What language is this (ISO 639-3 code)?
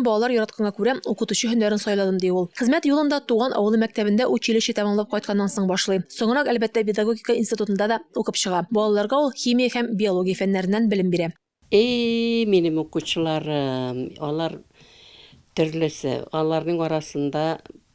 tat